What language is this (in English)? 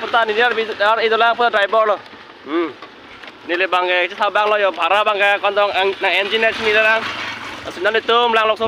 Karbi